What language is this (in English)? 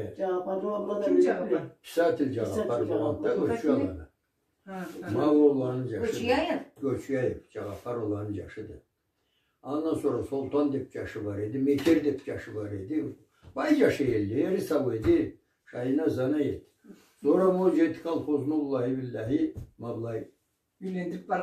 Karachay-Balkar